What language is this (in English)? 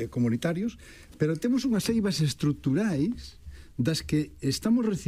Galician